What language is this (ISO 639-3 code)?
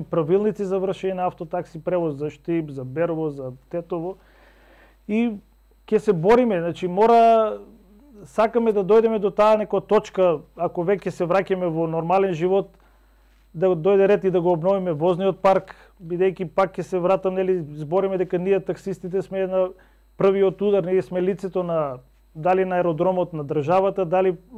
mkd